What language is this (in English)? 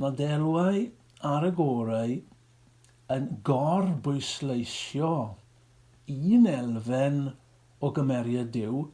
Welsh